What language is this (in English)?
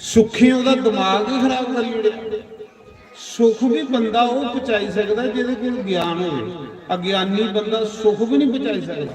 Dogri